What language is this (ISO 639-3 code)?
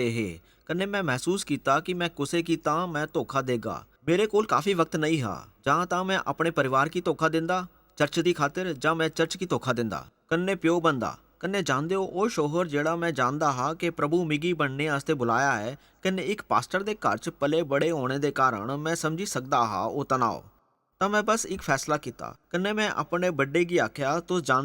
doi